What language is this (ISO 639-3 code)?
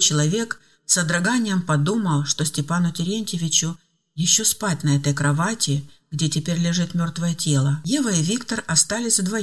rus